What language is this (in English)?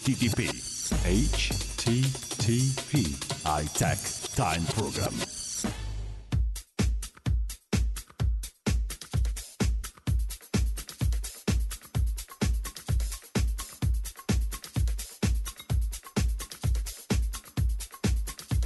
Italian